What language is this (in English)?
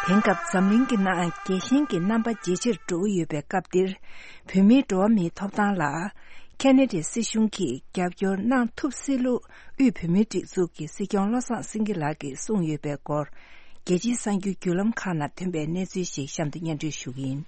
Tibetan